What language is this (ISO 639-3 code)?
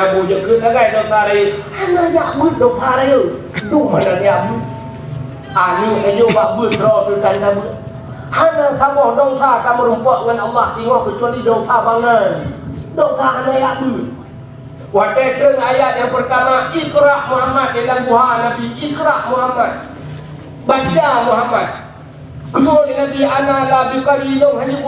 ace